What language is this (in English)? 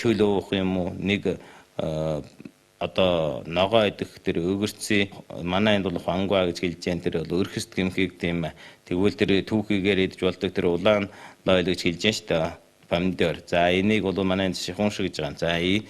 Mongolian